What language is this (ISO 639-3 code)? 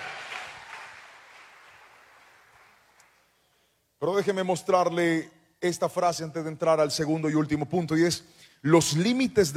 spa